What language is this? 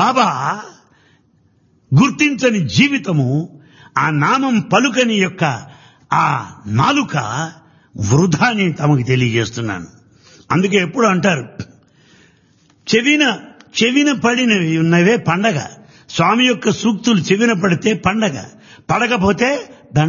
Telugu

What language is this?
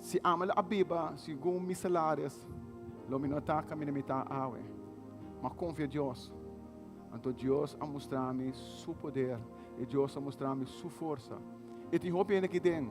Papiamento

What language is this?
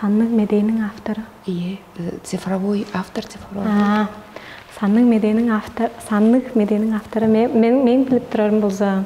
Tuvinian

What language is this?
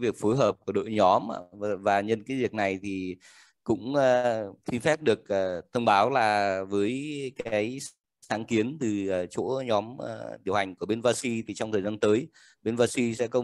Vietnamese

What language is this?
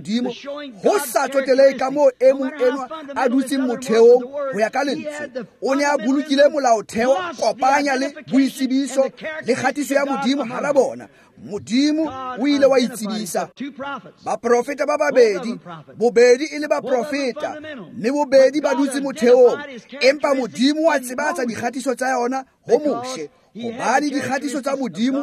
Tswana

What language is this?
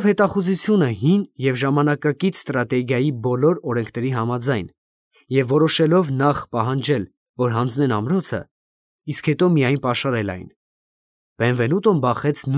Armenian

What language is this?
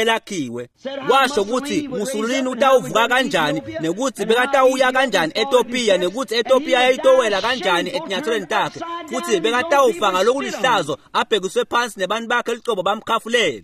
Swati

